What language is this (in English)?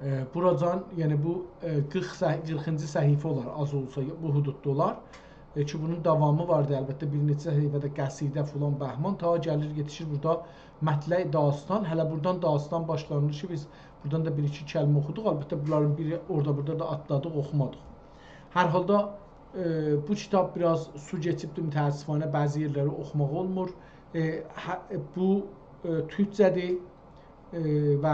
South Azerbaijani